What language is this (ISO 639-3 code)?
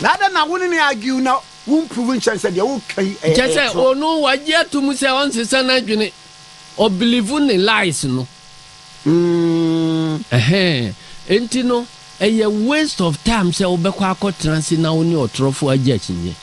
aka